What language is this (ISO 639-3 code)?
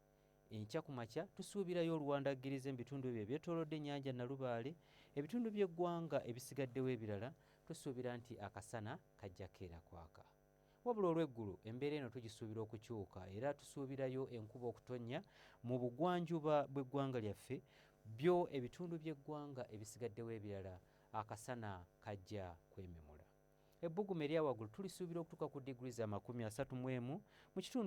lug